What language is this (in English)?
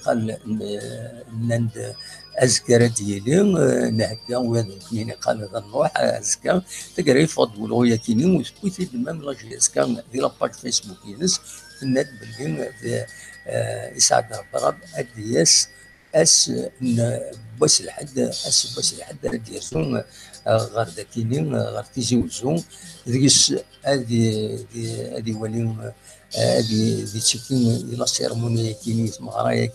Kabyle